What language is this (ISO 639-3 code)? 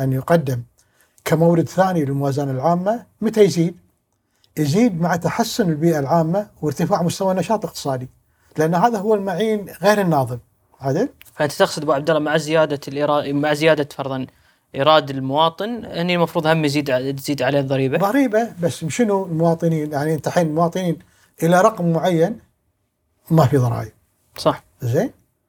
afb